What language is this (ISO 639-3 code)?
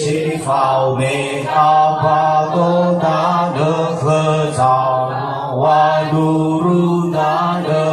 nia